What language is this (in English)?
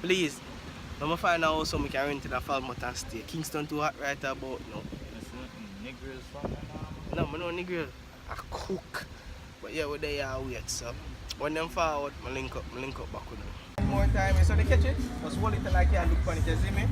Jamaican Creole English